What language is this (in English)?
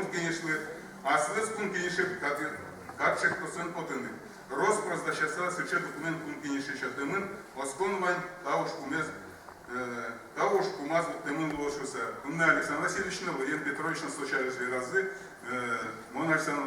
Udmurt